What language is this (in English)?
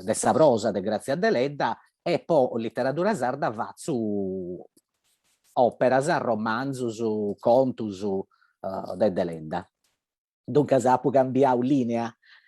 Sardinian